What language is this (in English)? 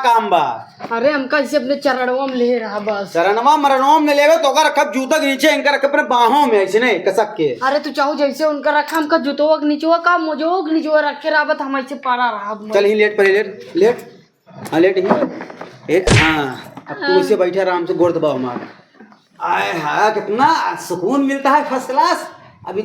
Awadhi